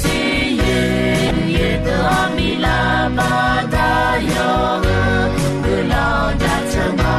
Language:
Akha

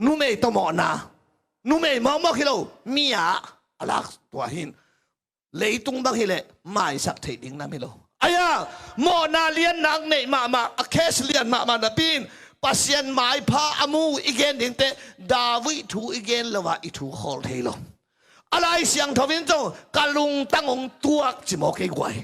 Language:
Tedim Chin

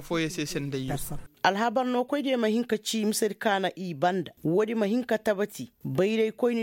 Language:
Koyraboro Senni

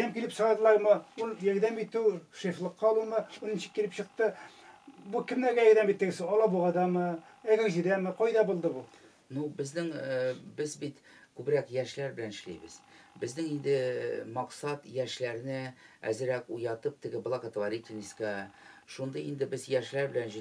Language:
Tatar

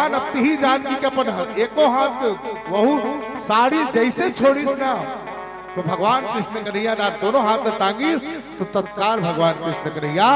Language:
Chhattisgarhi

